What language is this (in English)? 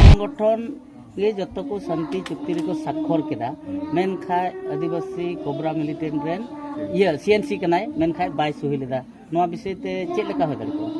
Santali